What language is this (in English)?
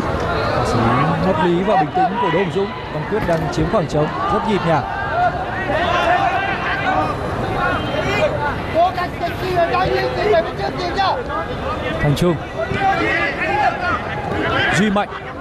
Vietnamese